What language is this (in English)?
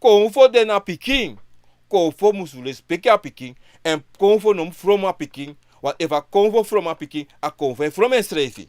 Sranan Tongo